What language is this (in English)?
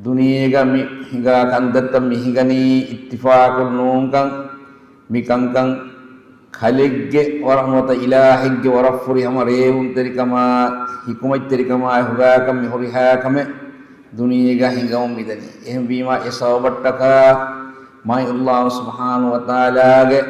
Divehi